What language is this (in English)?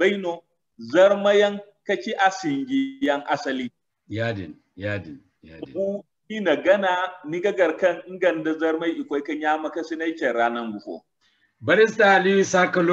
Zarma